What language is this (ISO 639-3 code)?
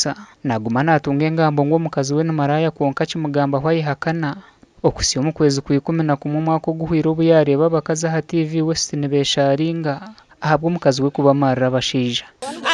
nyn